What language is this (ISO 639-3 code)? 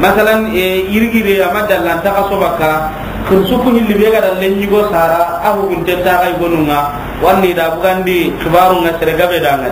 snk